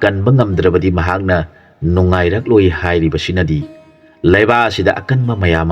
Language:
Manipuri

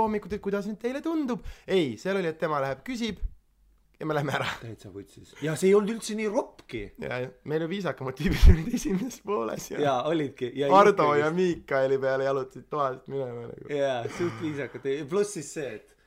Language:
Estonian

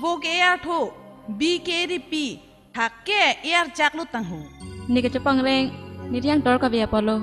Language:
Karbi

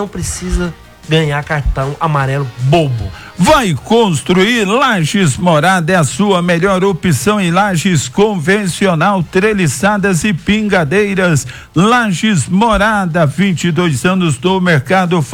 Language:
Portuguese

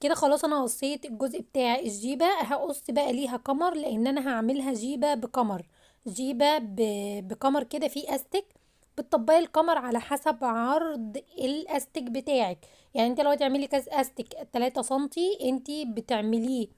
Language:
Egyptian Arabic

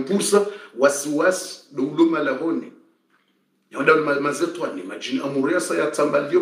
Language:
Swahili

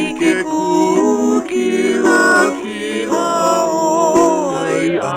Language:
Hawaiian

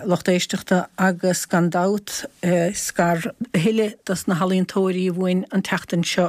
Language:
Irish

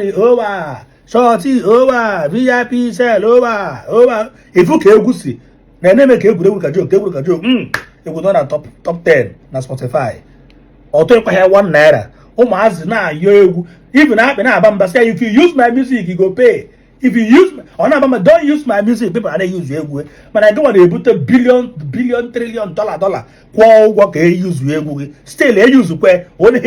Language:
Igbo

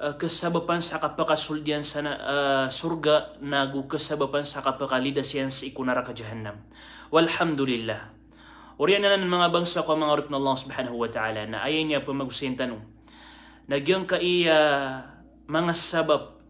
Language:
Maranao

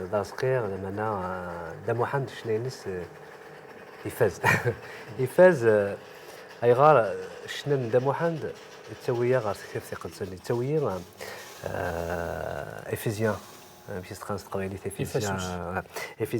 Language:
Kabyle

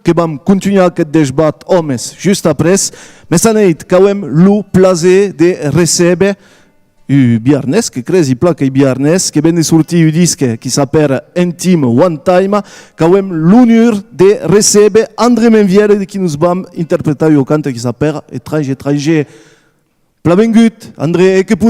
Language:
Occitan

